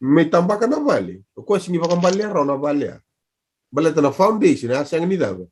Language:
Fijian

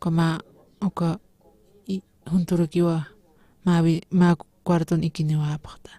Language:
Aymara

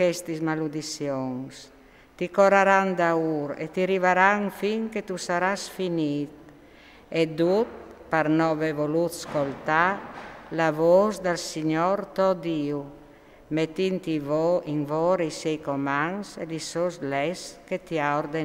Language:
Friulian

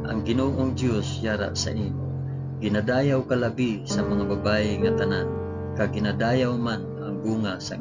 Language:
Hiligaynon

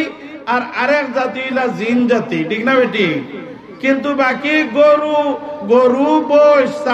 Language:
Sylheti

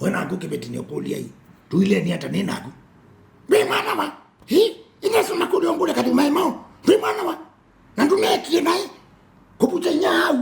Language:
Kamba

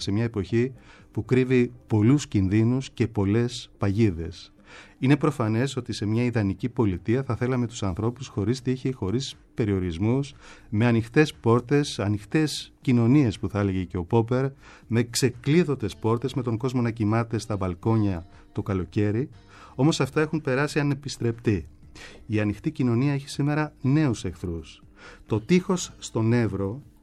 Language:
Greek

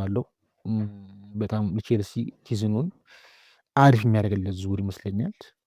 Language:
Amharic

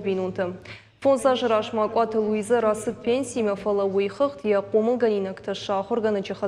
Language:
Ossetic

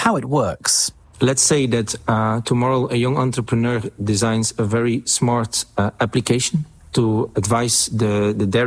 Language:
English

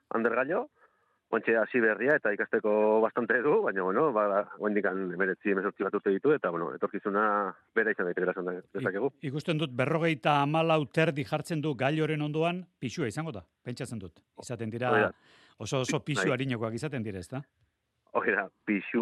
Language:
Basque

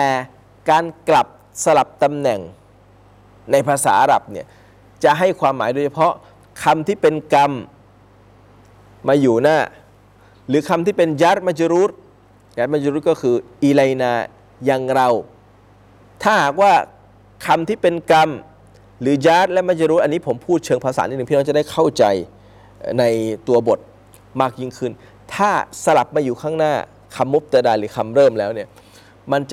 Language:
Thai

